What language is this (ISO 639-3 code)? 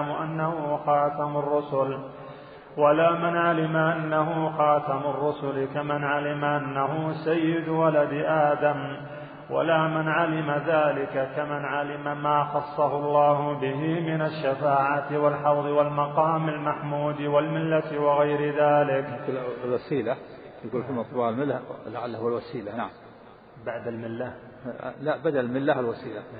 ara